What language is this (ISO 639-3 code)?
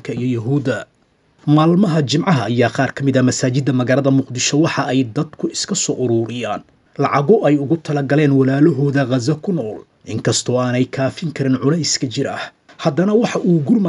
som